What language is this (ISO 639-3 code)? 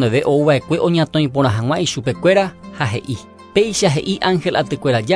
grn